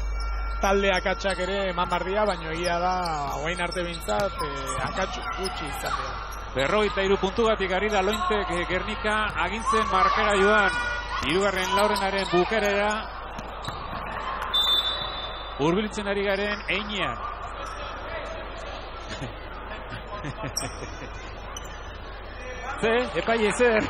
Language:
Basque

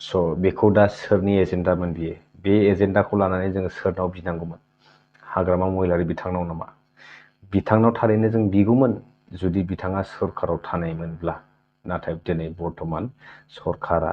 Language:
Bodo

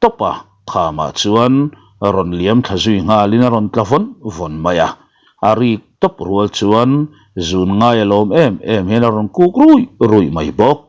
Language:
Mizo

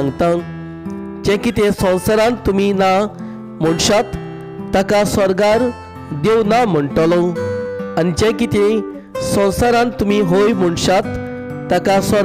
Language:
Konkani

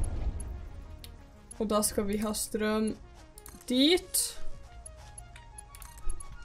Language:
Norwegian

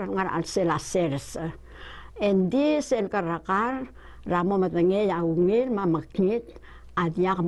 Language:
Palauan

